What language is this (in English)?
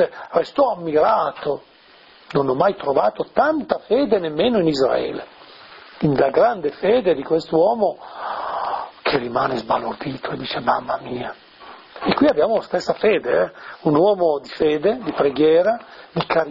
Italian